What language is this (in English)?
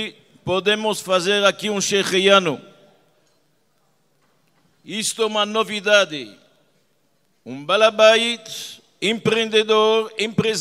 Portuguese